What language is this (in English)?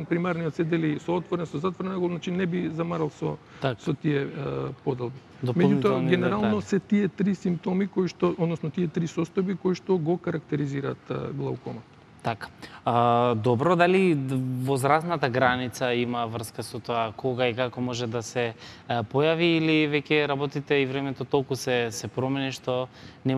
Macedonian